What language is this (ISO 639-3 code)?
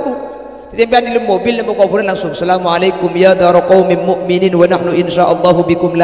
mad